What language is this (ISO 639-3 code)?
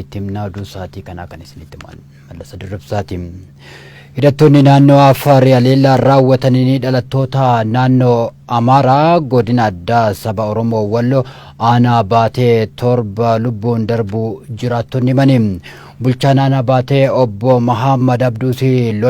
orm